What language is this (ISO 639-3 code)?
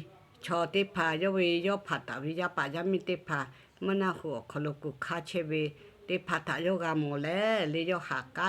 lhu